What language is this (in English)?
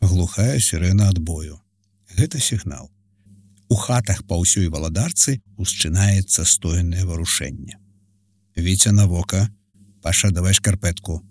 Belarusian